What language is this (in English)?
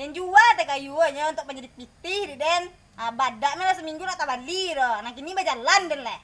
Minangkabau